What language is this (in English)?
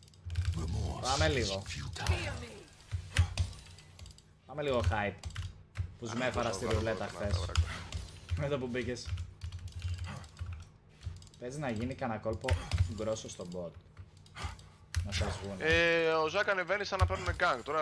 Greek